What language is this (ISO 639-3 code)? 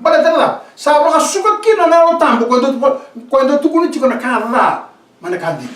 fij